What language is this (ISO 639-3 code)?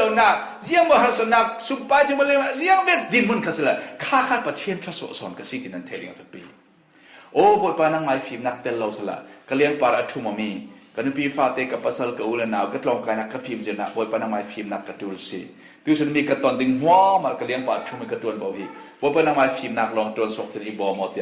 cfm